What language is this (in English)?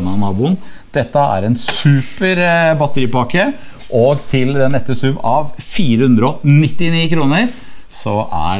Norwegian